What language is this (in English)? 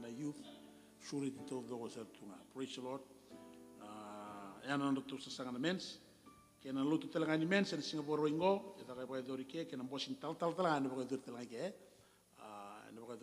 Fijian